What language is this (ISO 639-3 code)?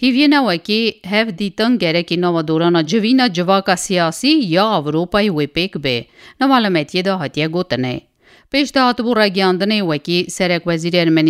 kur